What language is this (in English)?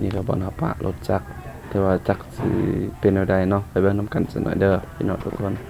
Lao